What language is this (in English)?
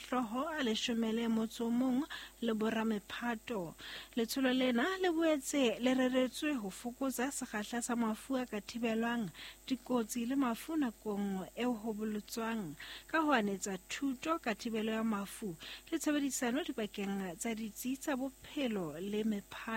Southern Sotho